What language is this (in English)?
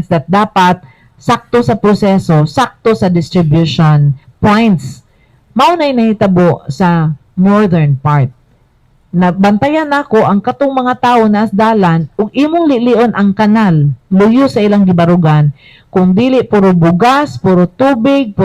Cebuano